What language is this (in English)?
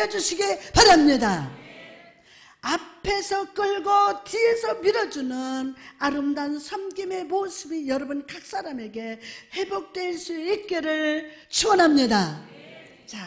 Korean